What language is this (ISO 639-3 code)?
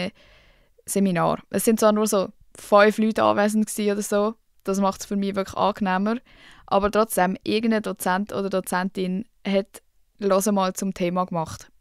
gsw